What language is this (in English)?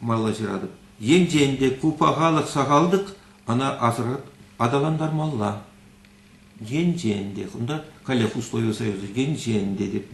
Chuvash